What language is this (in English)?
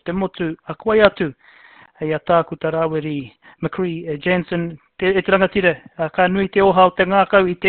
Māori